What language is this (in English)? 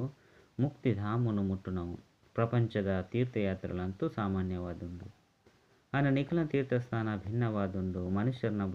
Tulu